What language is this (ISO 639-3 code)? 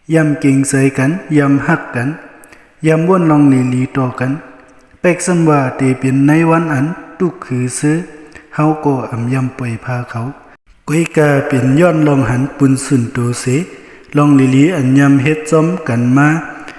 shn